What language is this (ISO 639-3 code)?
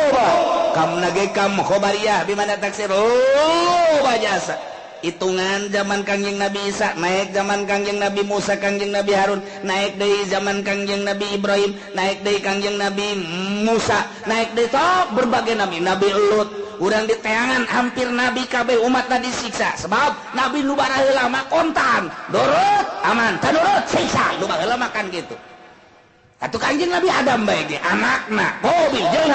sun